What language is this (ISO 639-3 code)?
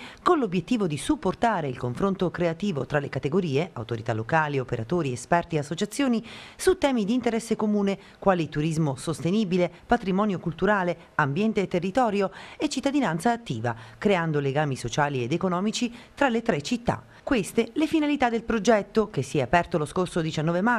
ita